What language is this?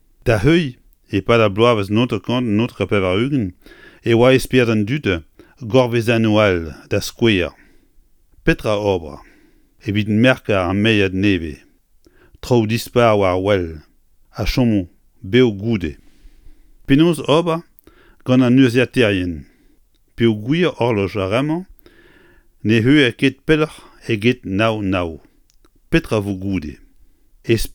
Breton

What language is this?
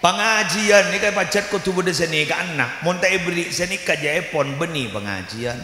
Madurese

